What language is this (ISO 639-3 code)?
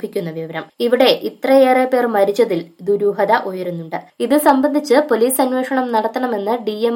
mal